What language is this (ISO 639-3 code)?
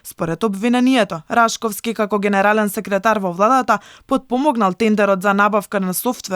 mkd